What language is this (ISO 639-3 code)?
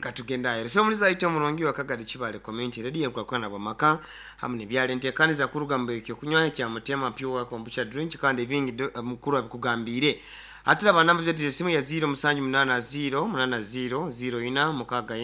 nyn